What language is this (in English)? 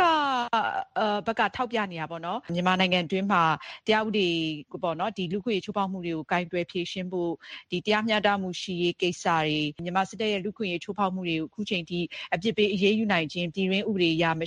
Burmese